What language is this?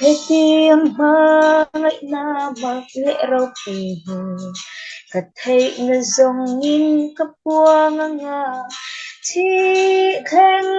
Falam Chin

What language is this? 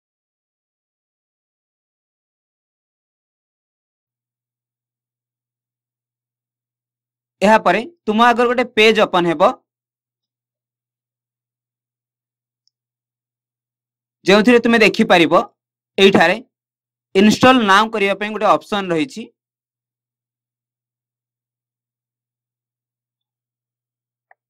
Odia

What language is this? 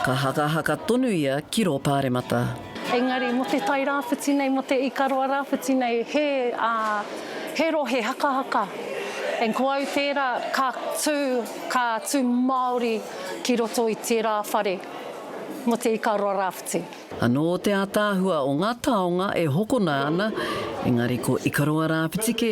Māori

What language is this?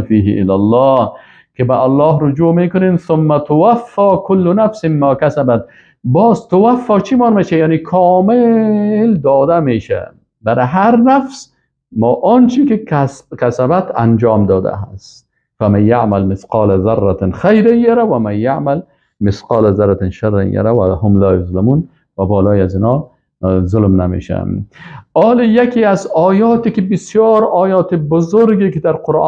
Persian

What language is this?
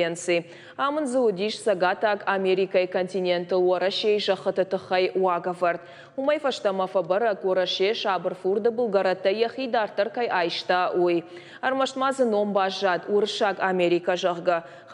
Ossetic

